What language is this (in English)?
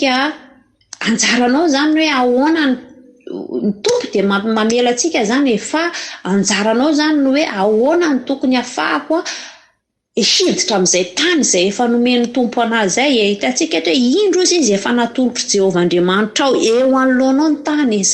Malagasy